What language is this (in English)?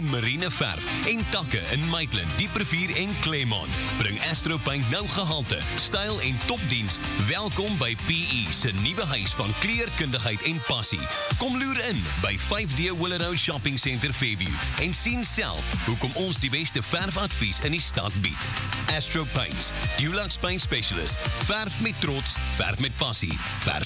Afrikaans